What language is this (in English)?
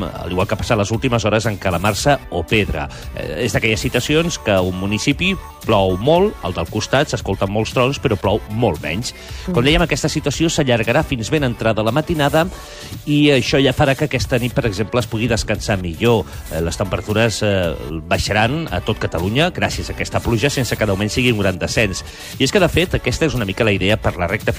Catalan